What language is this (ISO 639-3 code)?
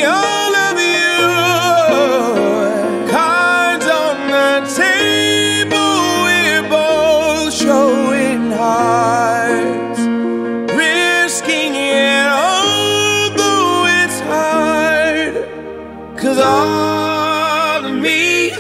eng